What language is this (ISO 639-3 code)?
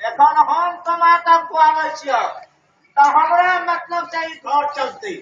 mai